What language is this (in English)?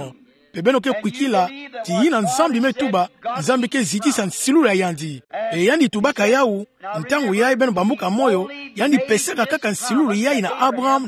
Kituba (Democratic Republic of Congo)